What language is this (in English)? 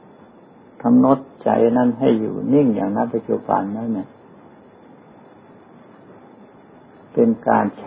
Thai